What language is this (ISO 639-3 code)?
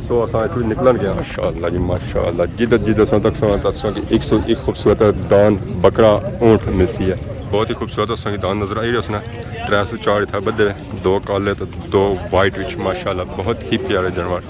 phr